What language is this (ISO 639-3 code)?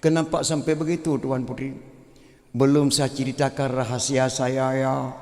ace